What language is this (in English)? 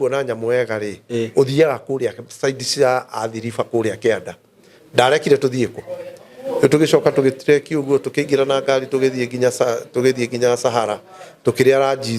Kikuyu